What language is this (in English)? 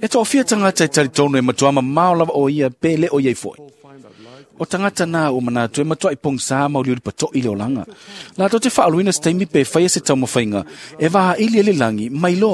Samoan